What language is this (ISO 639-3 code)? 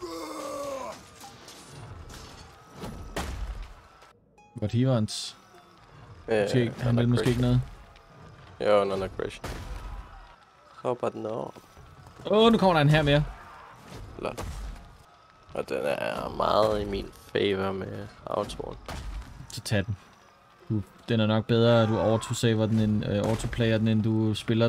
dan